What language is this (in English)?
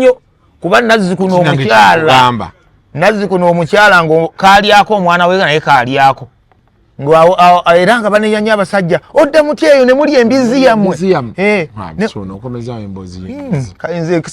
Ganda